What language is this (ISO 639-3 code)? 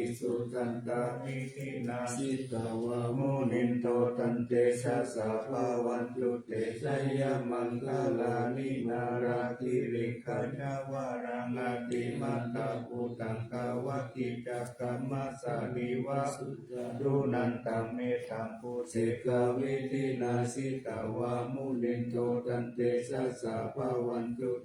pli